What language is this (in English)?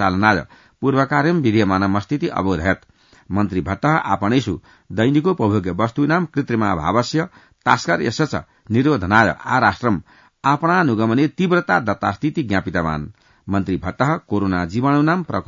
Sanskrit